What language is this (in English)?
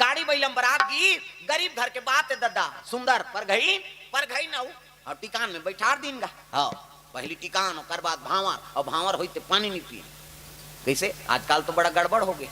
Chhattisgarhi